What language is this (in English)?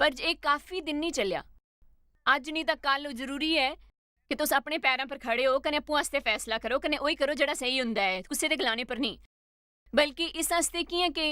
Dogri